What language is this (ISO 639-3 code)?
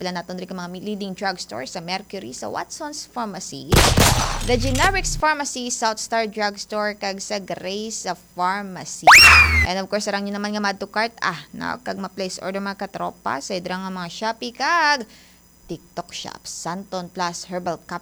hil